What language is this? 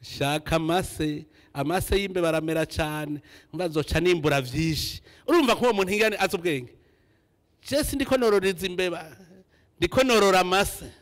Rundi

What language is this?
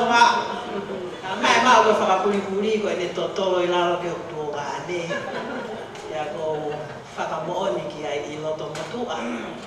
Tongan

